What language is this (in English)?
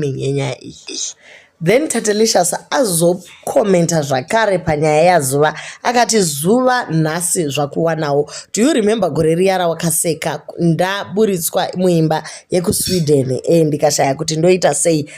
Shona